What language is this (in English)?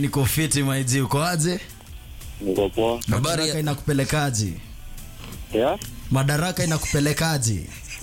Swahili